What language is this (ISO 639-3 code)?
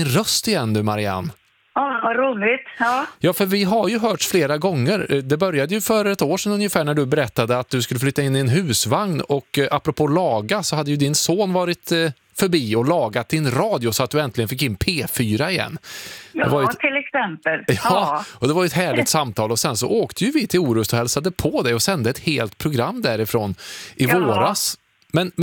swe